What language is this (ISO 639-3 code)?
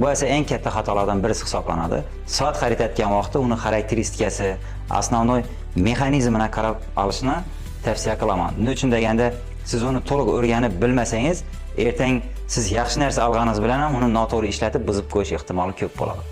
uzb